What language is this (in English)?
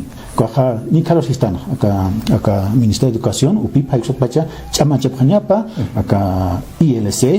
Aymara